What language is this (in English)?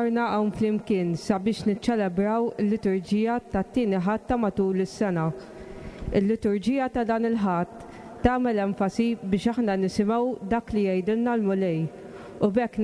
Maltese